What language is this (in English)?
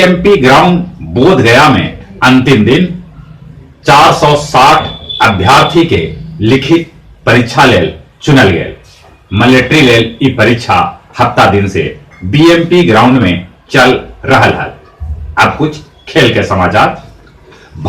Magahi